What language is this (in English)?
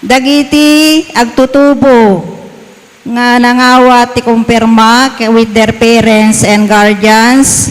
Iloko